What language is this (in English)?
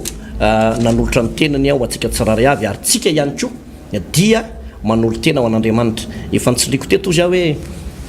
Malagasy